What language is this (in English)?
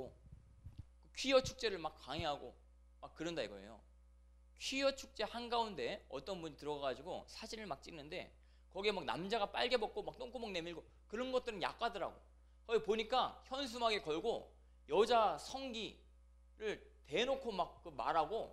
Korean